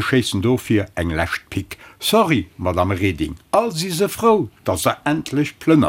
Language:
Luxembourgish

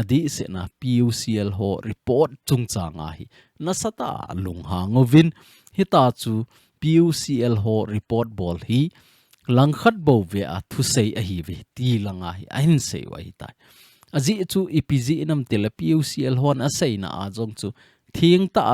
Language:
Thado Chin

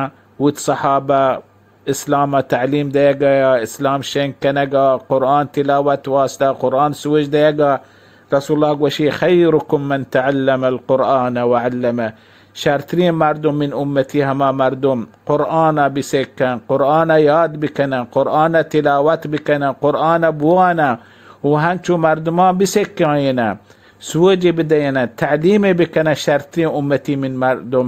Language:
Baluchi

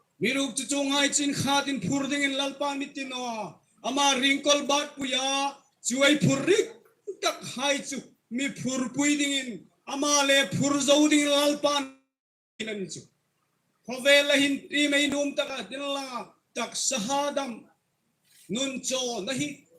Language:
Hmar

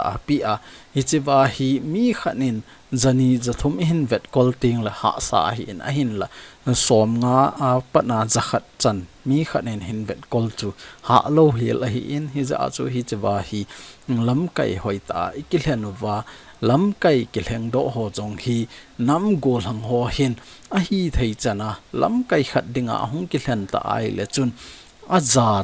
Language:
Thado Chin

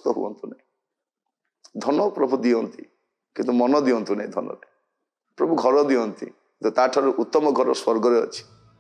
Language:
Odia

